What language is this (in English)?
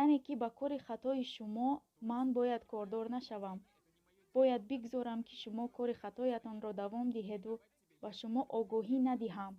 Tajik